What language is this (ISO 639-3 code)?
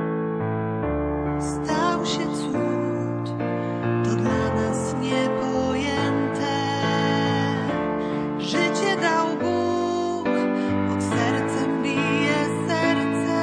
pol